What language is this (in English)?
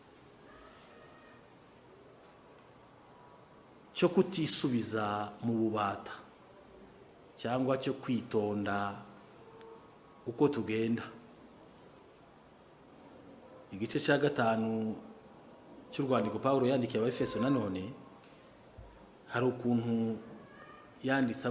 Kinyarwanda